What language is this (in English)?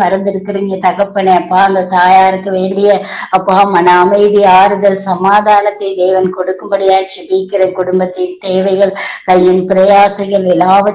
Tamil